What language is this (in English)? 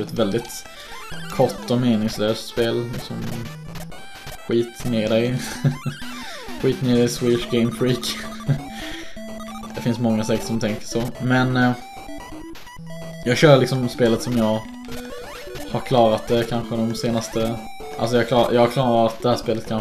Swedish